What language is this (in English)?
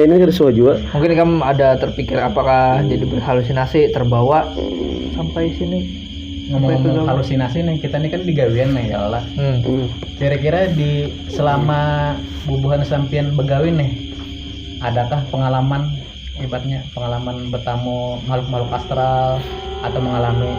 Banjar